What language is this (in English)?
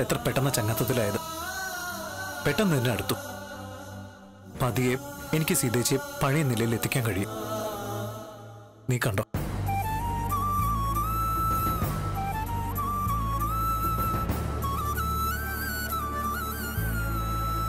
Malayalam